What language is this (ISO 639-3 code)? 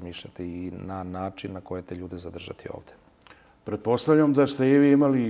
srp